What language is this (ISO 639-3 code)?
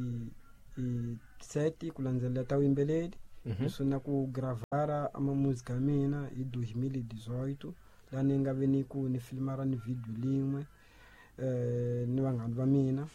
tso